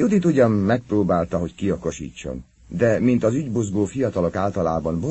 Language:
Hungarian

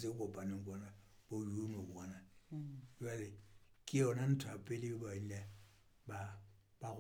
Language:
Southern Sotho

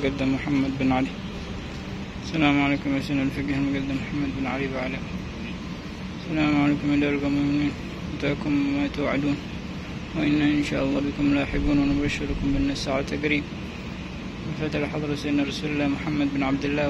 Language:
Arabic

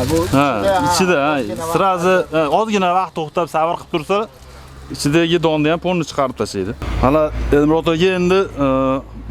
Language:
Uzbek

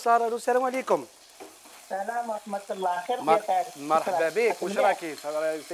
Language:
Algerian Arabic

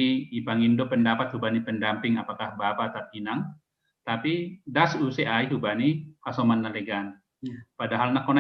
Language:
Batak Simalungun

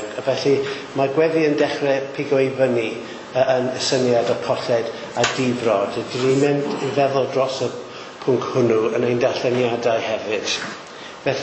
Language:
Welsh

